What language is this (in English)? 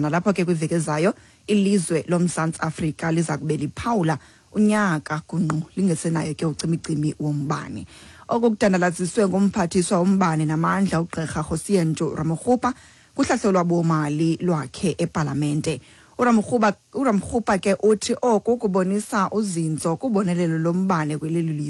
Xhosa